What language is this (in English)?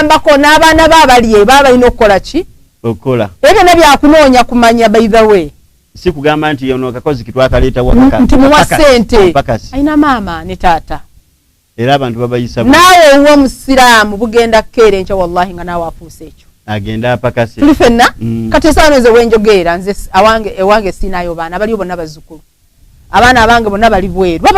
Ganda